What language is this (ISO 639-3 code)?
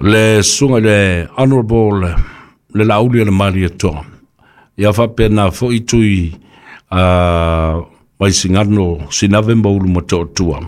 smo